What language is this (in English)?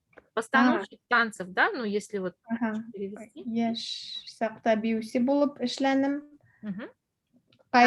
Bashkir